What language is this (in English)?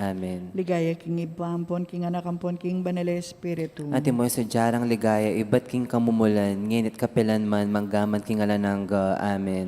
Pampanga